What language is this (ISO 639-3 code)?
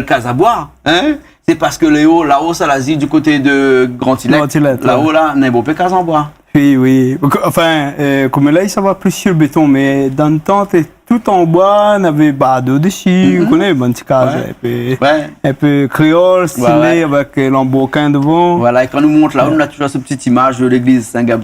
rcf